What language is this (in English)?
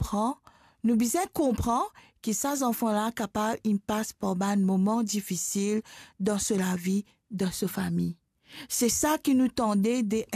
Morisyen